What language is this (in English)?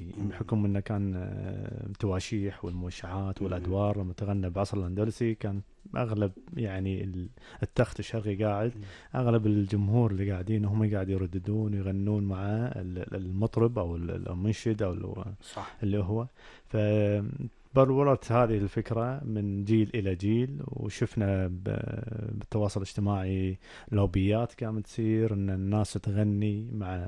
Gulf Arabic